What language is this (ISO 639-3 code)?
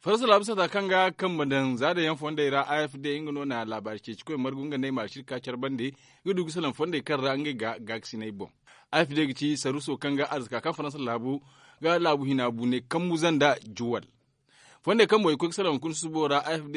dje